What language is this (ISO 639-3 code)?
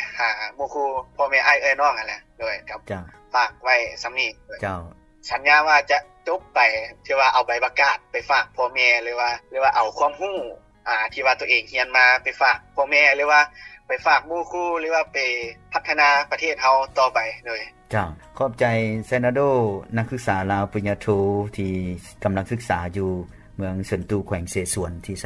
lao